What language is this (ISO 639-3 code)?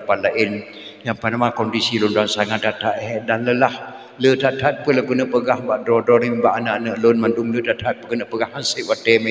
ace